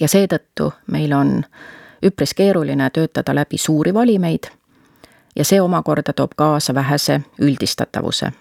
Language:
Estonian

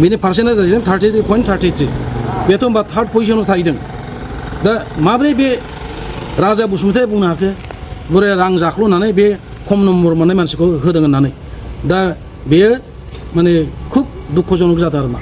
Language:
Bodo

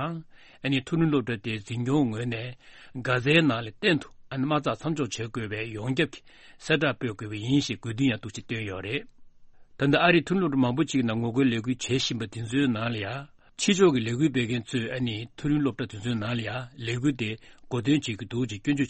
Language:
Tibetan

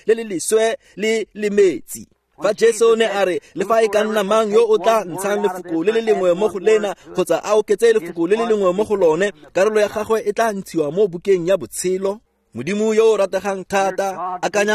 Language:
Tswana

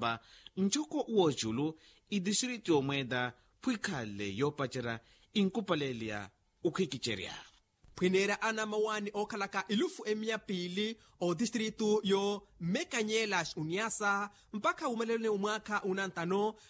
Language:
Makhuwa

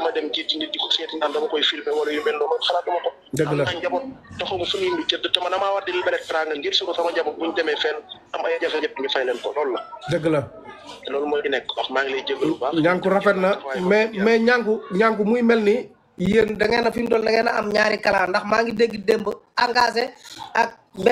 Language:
Wolof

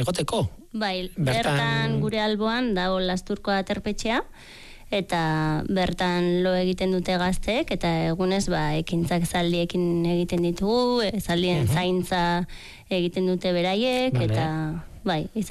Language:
Basque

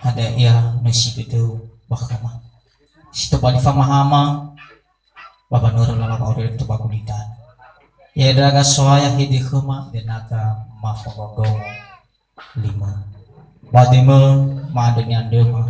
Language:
Nias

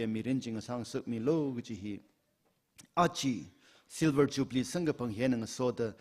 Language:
Tangkhul Naga (India)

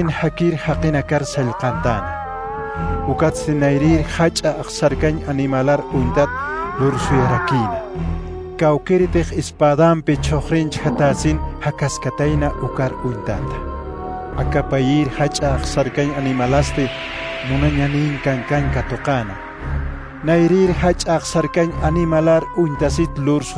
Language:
Aymara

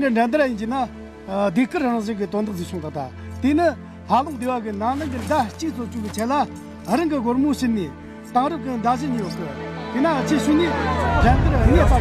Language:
Tibetan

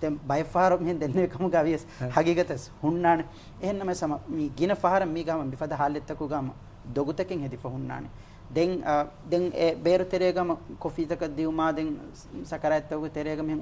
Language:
Divehi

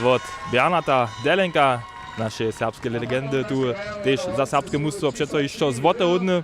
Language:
Upper Sorbian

